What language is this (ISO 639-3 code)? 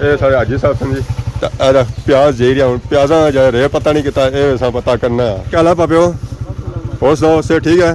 phr